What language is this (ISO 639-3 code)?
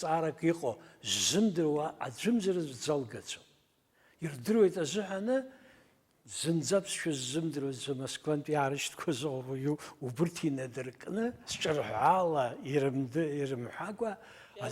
abk